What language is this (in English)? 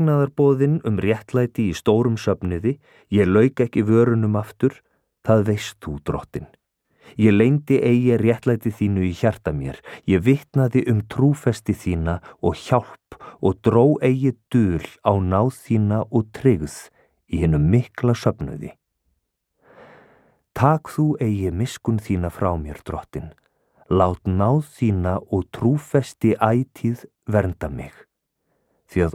Icelandic